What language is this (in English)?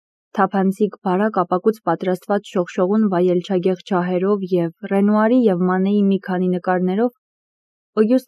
Armenian